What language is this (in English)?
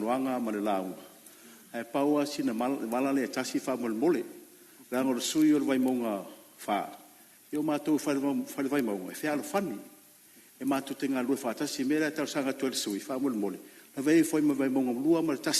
Samoan